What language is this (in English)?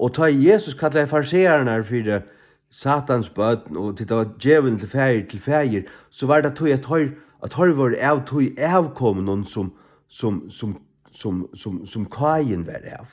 Faroese